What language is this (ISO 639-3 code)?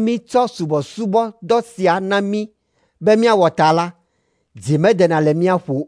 ewe